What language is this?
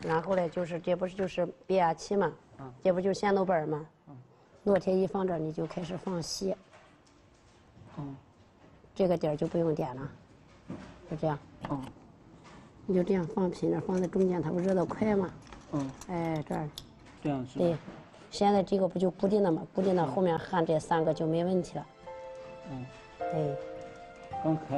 Chinese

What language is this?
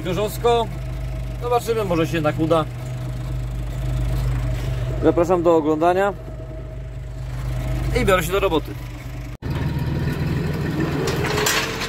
Polish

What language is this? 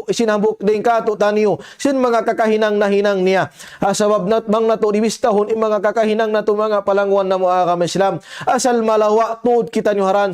Tausug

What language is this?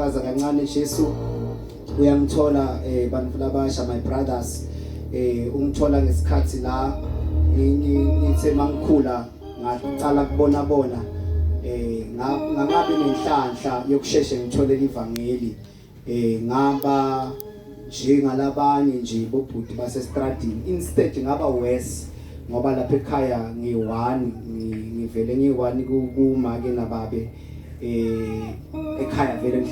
Zulu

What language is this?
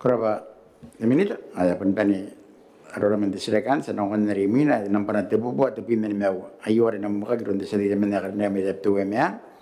Gilbertese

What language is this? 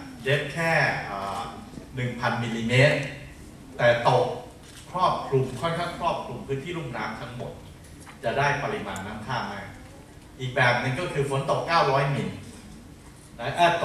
Thai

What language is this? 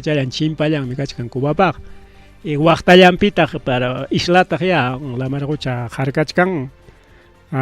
Ayacucho Quechua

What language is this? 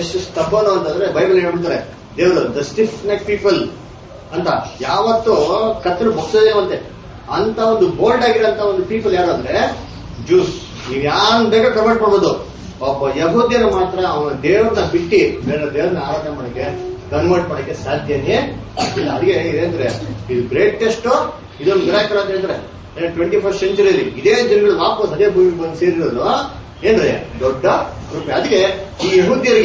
Kannada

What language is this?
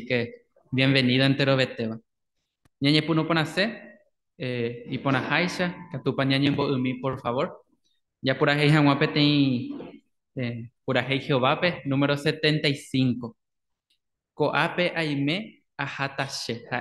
Guarani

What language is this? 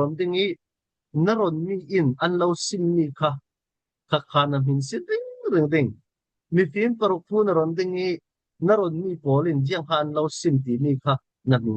Falam Chin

